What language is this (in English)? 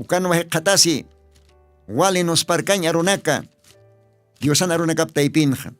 Aymara